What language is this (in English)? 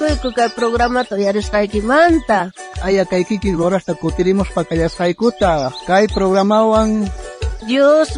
South Bolivian Quechua